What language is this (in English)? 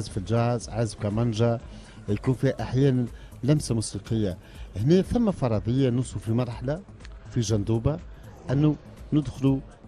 Tunisian Arabic